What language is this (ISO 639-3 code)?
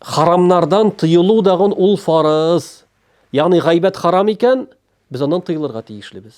tat